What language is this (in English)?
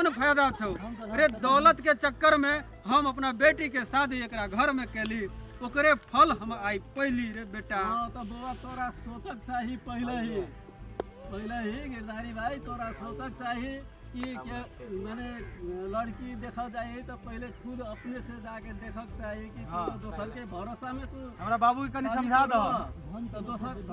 Maithili